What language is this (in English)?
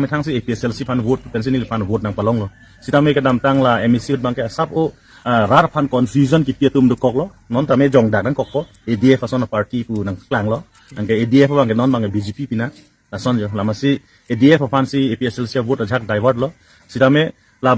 Karbi